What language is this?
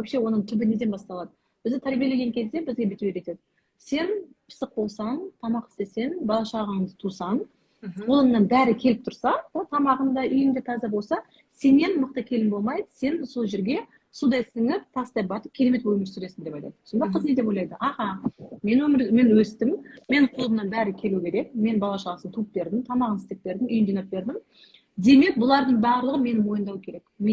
Kazakh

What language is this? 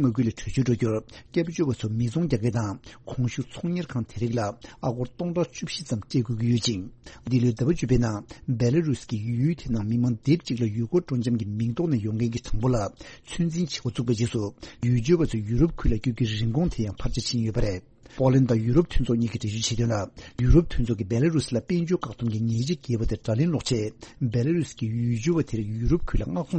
Tibetan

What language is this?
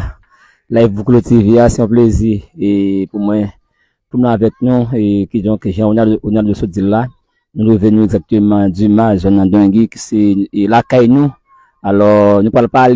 Haitian Creole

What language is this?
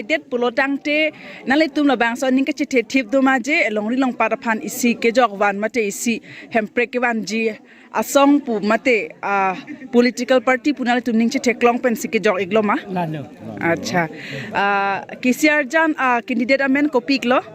Karbi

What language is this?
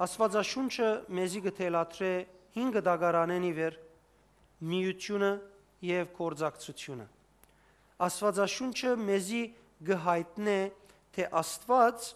Western Armenian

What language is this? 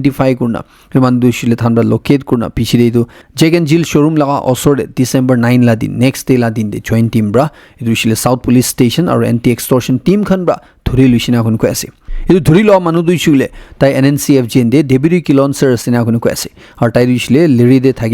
Naga Pidgin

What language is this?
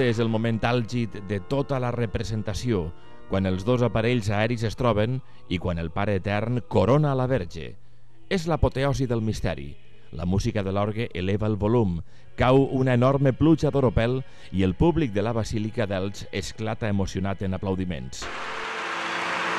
Catalan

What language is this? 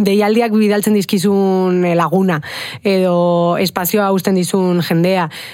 Basque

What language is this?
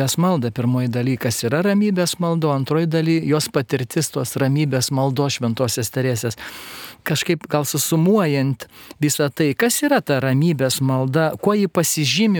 Lithuanian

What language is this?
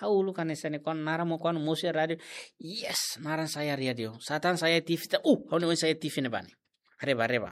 Tetum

